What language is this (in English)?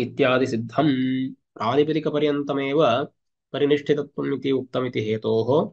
Sanskrit